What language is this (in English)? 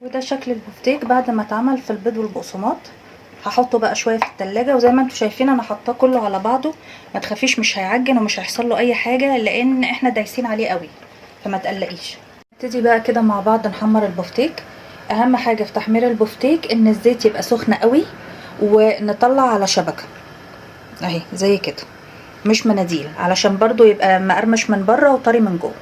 Egyptian Arabic